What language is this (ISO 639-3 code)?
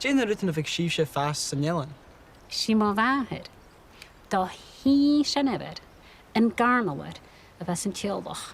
gla